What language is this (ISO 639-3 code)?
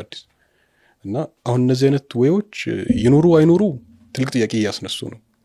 amh